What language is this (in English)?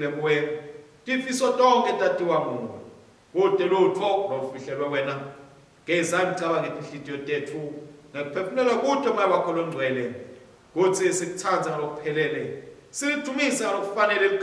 Swati